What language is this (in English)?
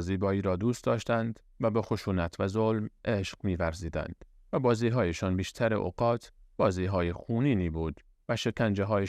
Persian